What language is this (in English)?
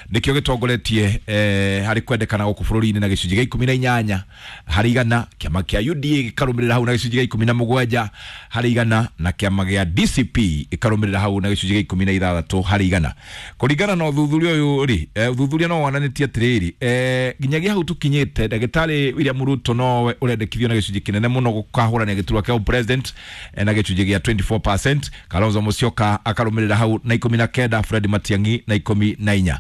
Kikuyu